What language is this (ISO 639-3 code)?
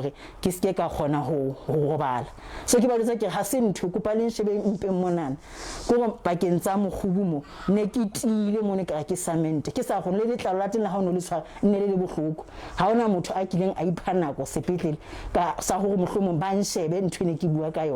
sot